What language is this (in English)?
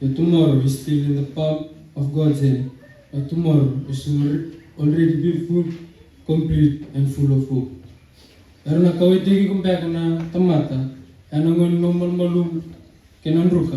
Fijian